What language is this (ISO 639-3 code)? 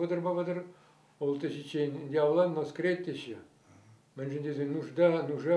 chv